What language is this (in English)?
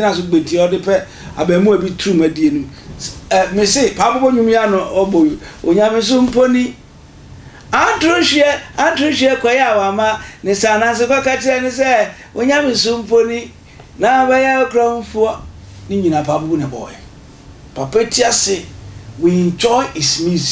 Akan